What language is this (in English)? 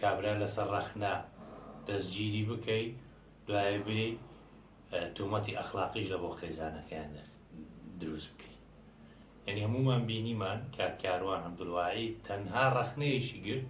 Central Kurdish